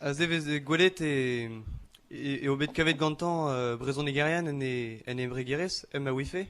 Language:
Breton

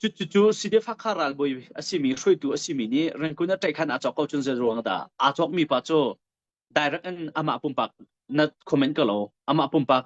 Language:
Hakha Chin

